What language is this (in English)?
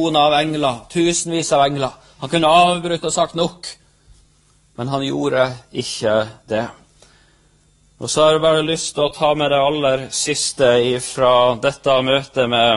Norwegian